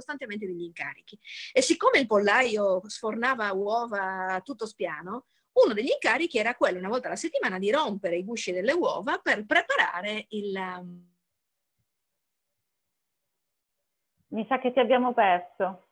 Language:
Italian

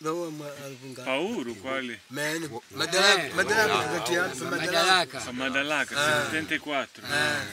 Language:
Makonde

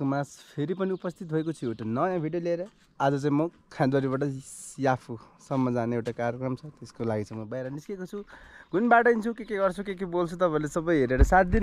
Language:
Nepali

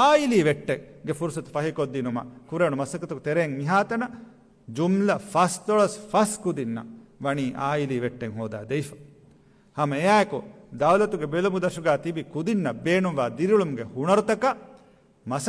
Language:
Divehi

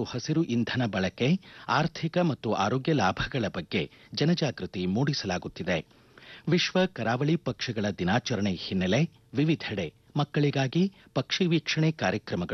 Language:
Kannada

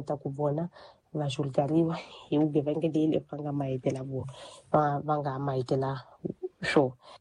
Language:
Tsonga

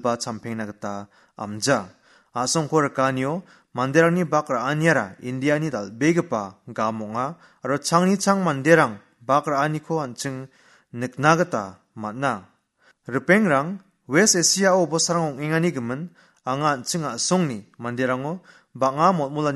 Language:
Garo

